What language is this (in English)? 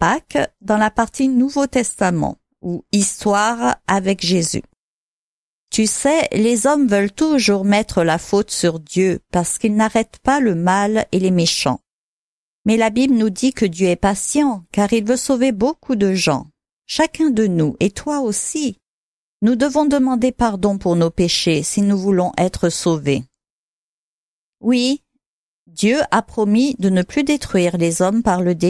French